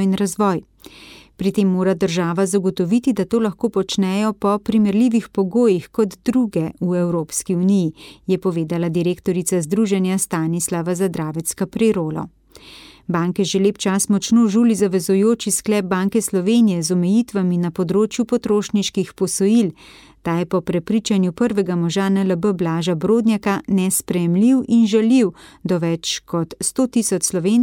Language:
Slovenian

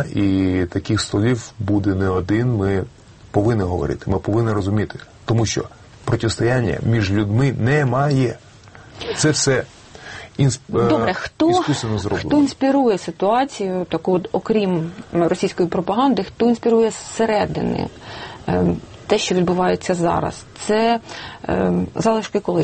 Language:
Ukrainian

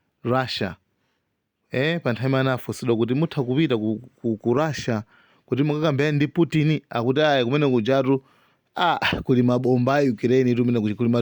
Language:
Nyanja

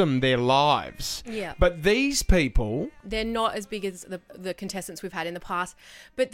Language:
English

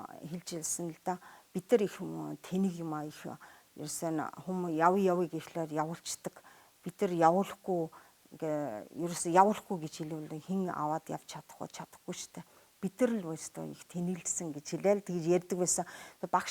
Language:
Mongolian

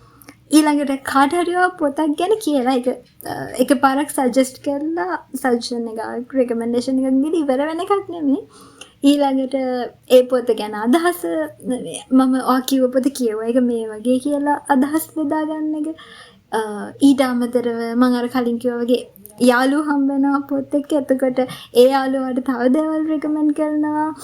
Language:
Sinhala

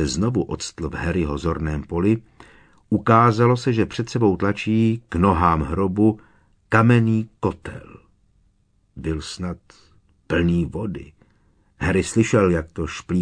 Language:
Czech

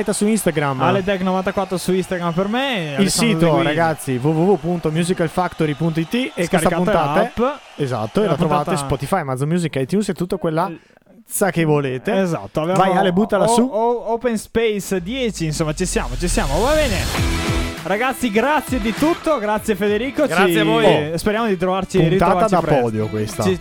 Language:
Italian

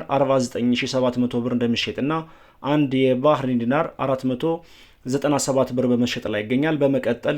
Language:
Amharic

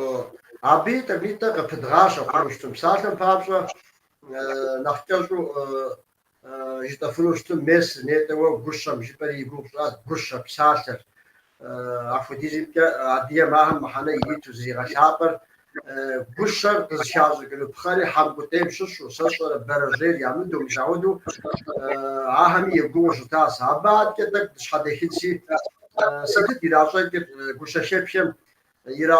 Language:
Kabardian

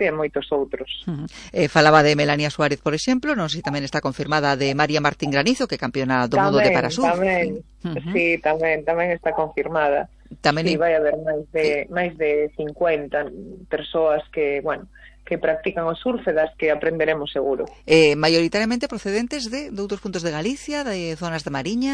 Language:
Galician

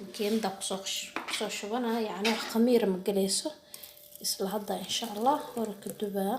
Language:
Somali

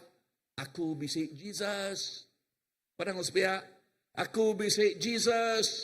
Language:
Iban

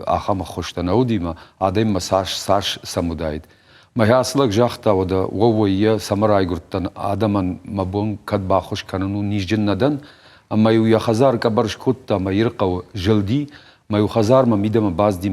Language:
Ossetic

